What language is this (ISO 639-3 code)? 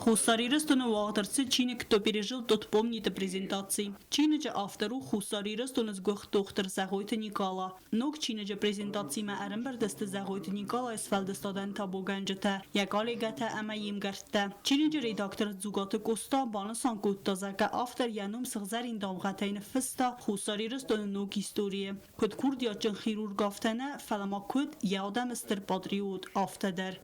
oss